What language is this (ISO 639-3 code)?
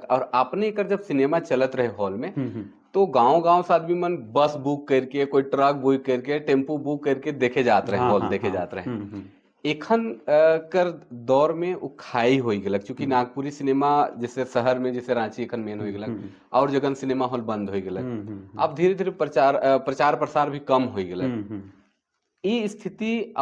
sck